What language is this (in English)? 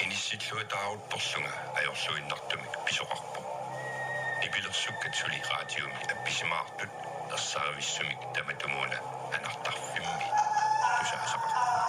Kalaallisut